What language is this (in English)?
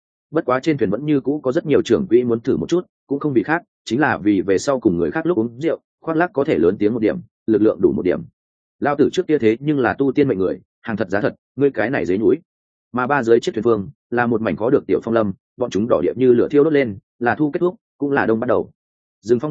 Vietnamese